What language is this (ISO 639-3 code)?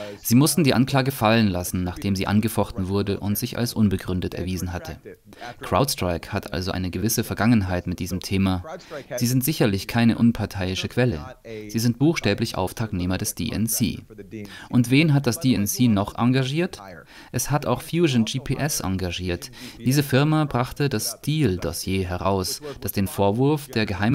deu